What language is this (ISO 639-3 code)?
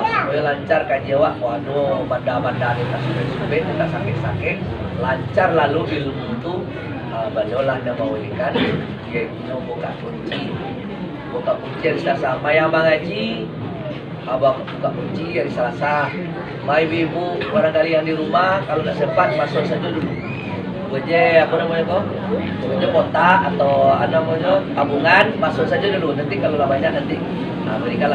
min